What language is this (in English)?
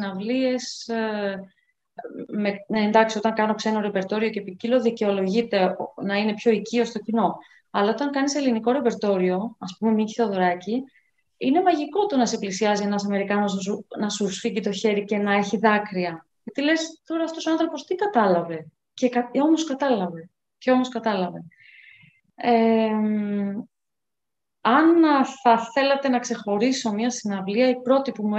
Greek